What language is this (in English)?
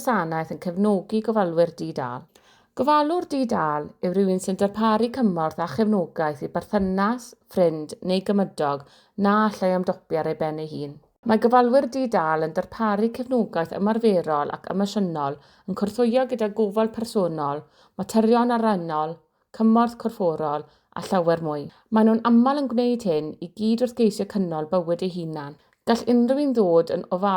Welsh